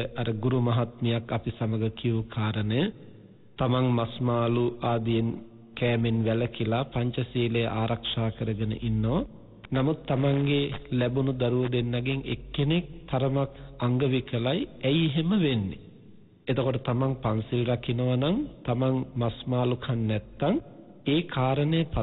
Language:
Sinhala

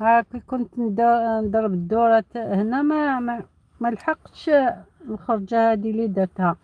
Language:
Algerian Arabic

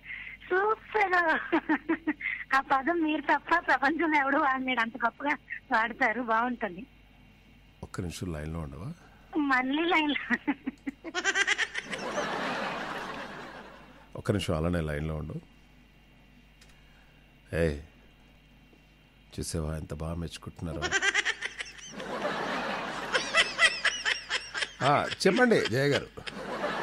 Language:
Telugu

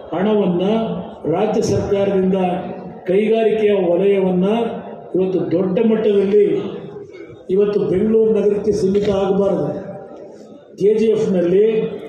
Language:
Kannada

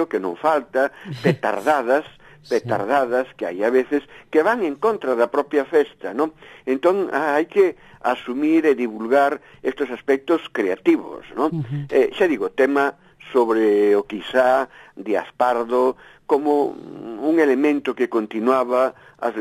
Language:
Galician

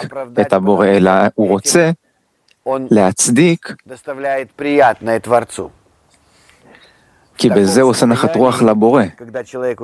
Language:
Hebrew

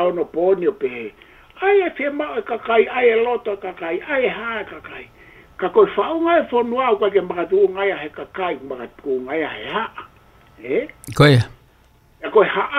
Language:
Tongan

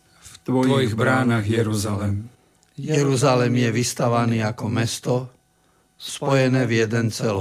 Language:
Slovak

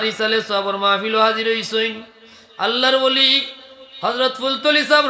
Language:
Sylheti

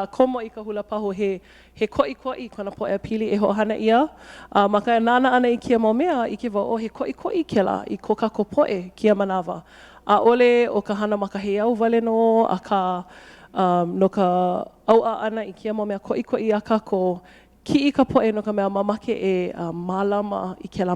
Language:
Hawaiian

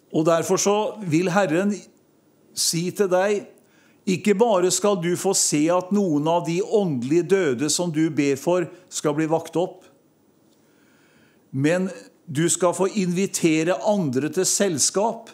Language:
Norwegian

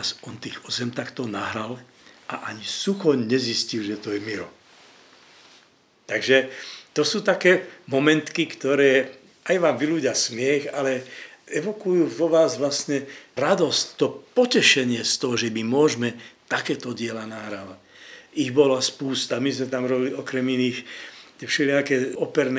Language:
Slovak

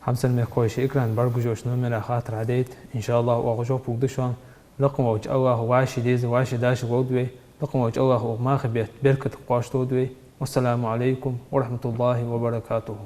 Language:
Ingush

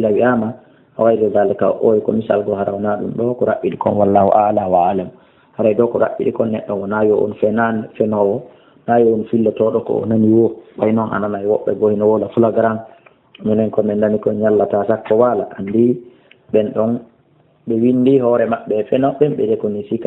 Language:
Fula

